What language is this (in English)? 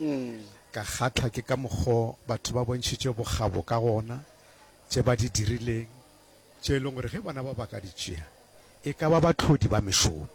Northern Sotho